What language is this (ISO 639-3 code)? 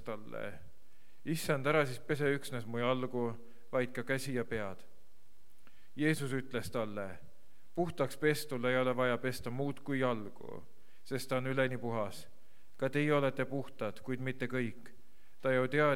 est